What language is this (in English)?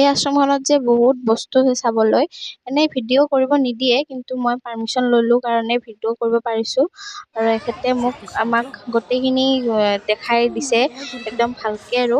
Assamese